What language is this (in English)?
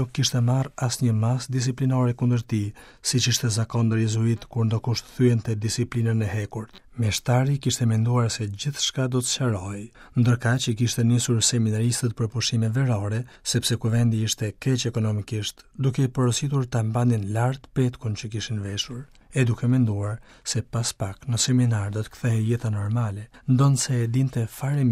Albanian